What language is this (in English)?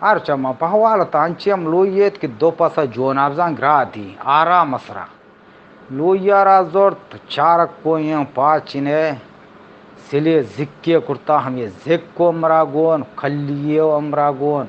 Eastern Balochi